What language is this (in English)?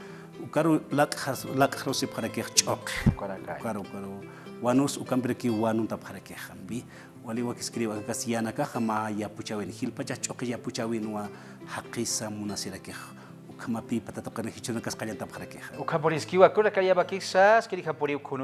Aymara